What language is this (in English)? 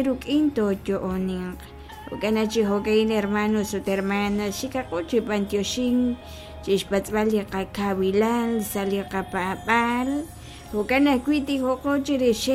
Kekchí